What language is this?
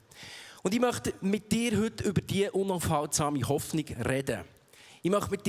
Swiss German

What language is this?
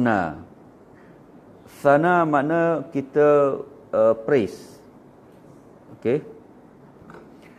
Malay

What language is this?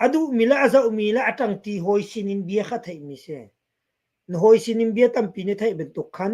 Hakha Chin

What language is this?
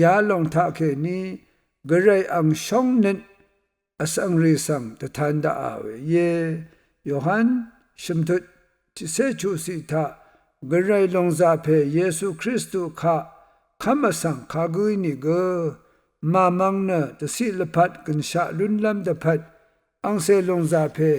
Rawang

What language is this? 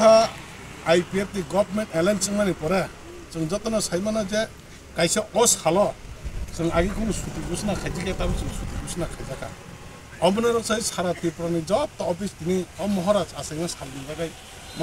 Kok Borok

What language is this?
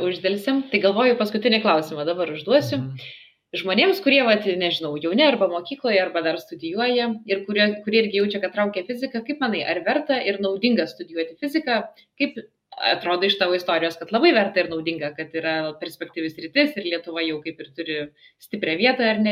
Lithuanian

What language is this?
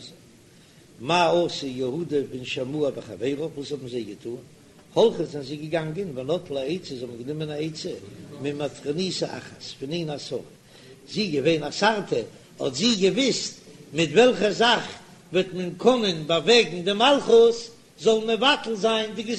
Yiddish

